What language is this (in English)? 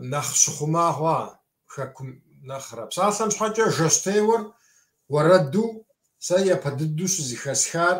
Kabardian